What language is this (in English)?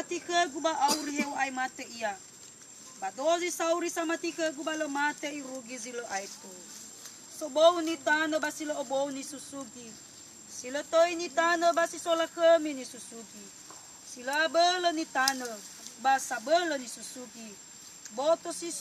Nias